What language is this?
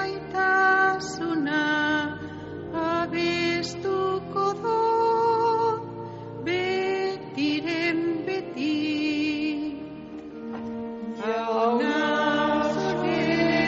Basque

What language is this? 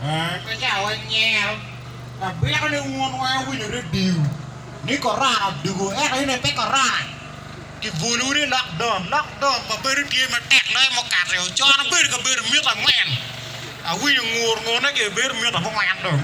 Acoli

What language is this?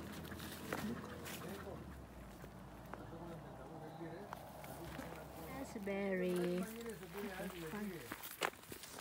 Filipino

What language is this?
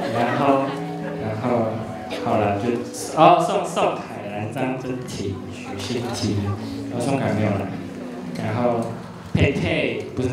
Chinese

